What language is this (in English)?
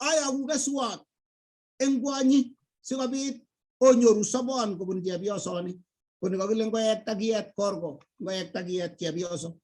Kalenjin